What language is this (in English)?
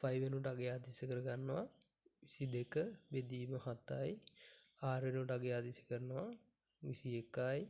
Sinhala